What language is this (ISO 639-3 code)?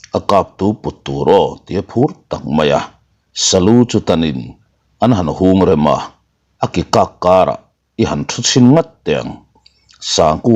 lus